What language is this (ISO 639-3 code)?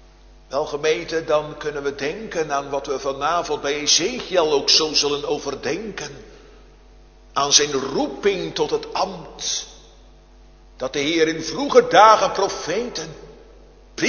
nld